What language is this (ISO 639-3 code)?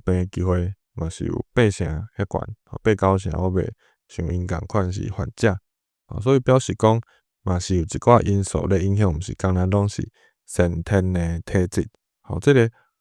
nan